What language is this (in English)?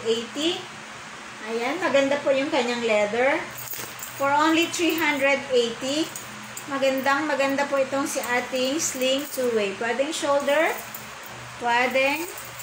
Filipino